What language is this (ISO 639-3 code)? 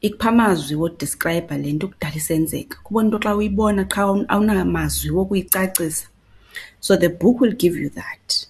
xho